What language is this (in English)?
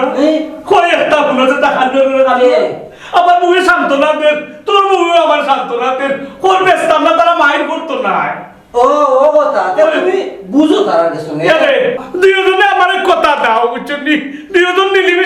Sylheti